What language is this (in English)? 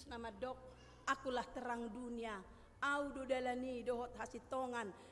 Batak Toba